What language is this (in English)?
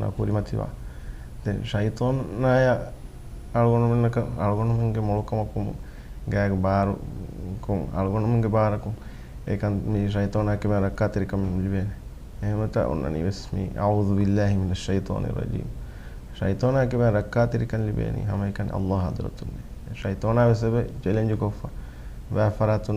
Divehi